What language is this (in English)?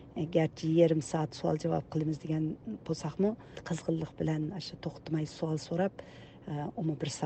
Uyghur